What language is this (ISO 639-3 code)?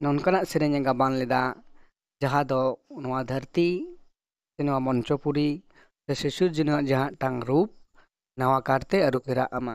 sat